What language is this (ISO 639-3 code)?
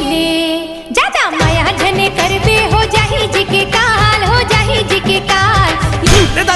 hne